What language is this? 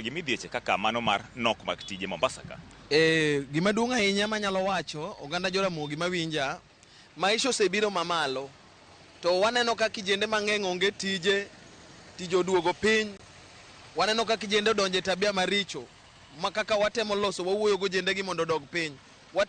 Luo (Kenya and Tanzania)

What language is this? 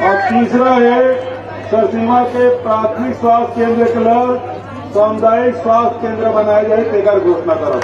Chhattisgarhi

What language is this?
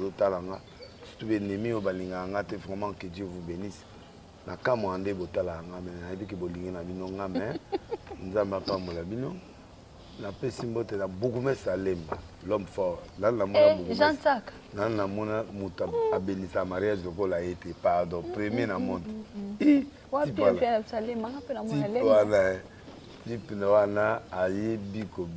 Lingala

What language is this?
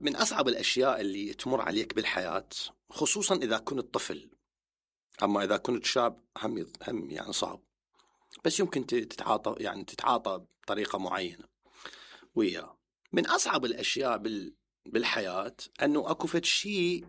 Mesopotamian Arabic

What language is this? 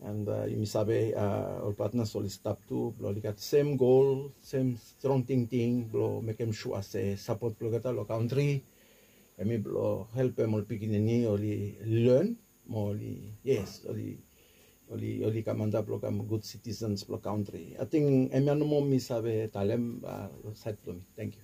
Bislama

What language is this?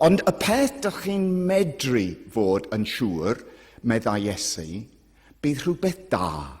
Welsh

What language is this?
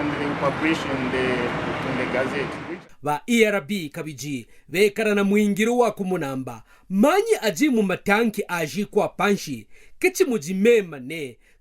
Kaonde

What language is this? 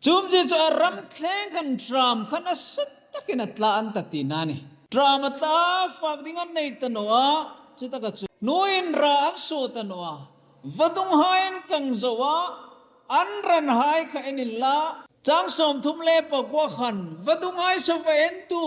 Hmar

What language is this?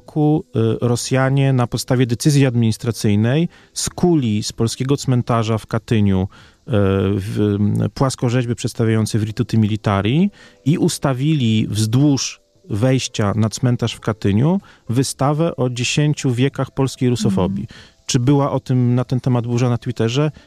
Polish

